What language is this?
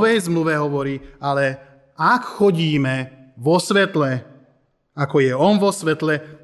Slovak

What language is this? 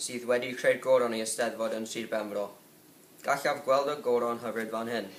Welsh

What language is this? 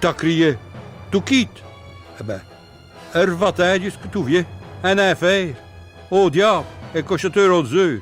Picard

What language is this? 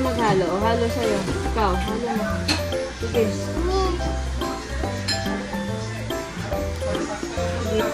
Filipino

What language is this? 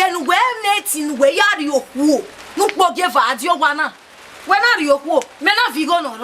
Bini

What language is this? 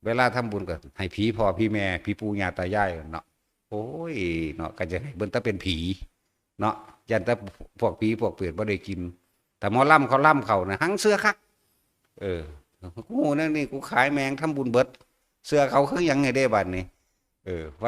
Northeastern Thai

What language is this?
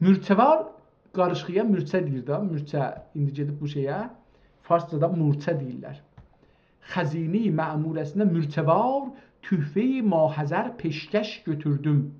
South Azerbaijani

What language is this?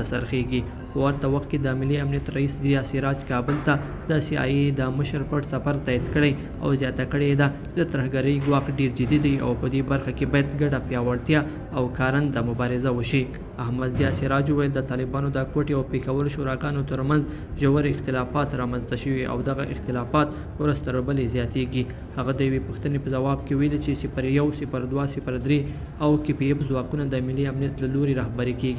Pashto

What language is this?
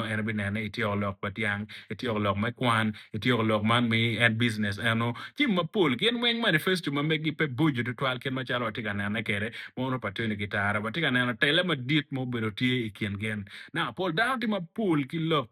Acoli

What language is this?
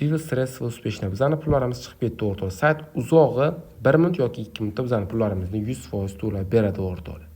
Uzbek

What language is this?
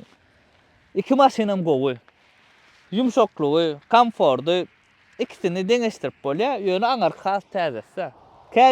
Turkmen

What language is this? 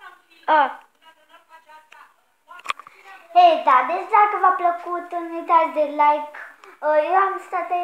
Romanian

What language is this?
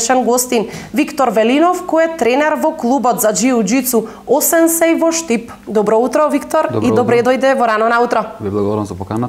Macedonian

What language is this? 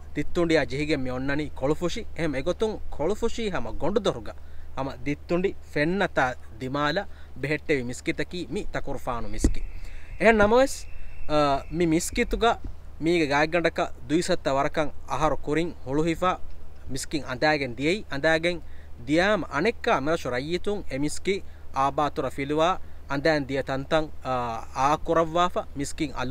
Divehi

